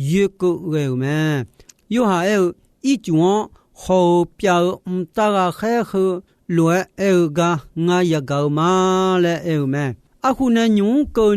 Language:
Akha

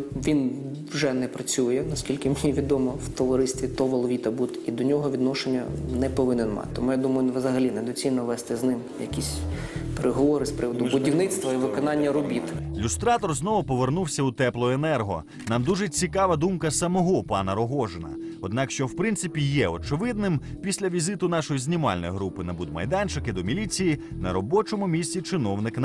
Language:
Ukrainian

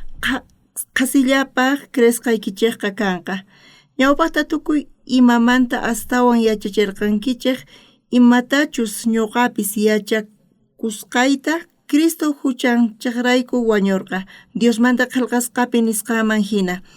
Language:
South Bolivian Quechua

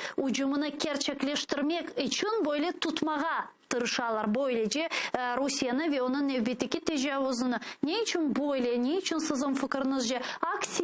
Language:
Crimean Tatar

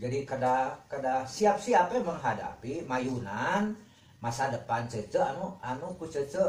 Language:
Sundanese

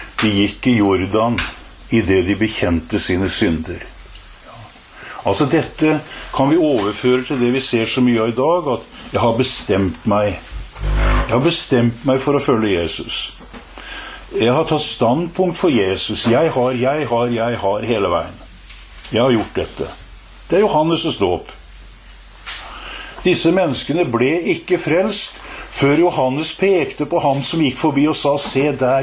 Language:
Norwegian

